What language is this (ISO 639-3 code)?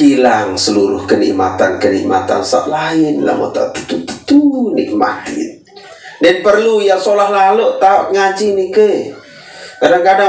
sas